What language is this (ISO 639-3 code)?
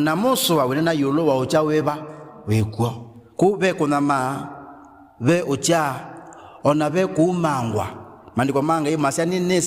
kam